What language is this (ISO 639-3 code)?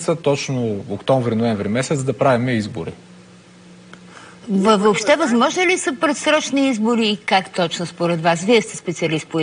bul